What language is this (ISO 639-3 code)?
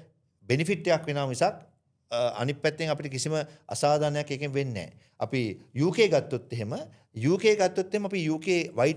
sin